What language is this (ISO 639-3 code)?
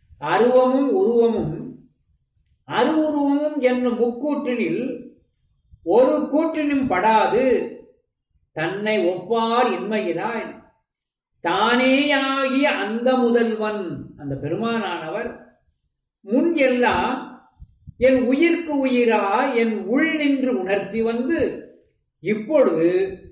tam